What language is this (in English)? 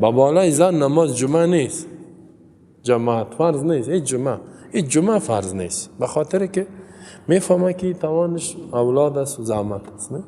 Persian